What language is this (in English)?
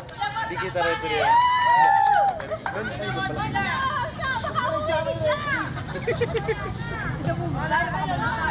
Filipino